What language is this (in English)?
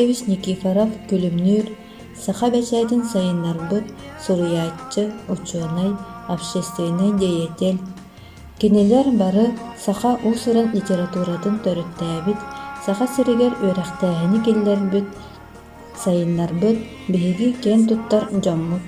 Yakut